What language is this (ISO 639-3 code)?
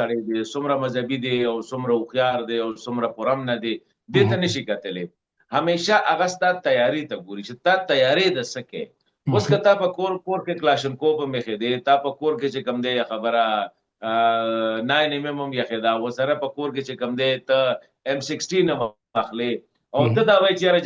pus